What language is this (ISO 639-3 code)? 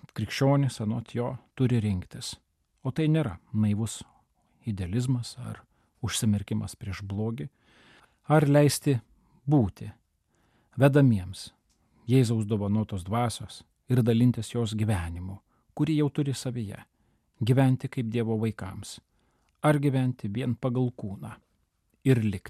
lit